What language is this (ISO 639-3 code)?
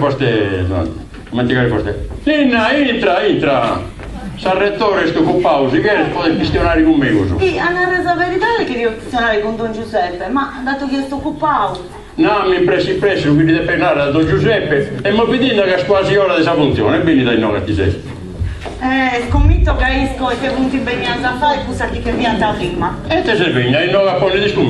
srd